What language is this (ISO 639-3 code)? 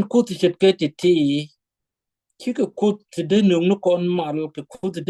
nus